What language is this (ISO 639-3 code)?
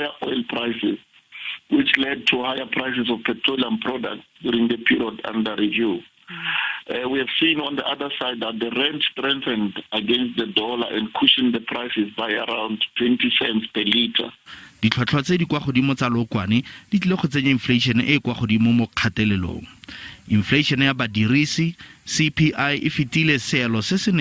tsn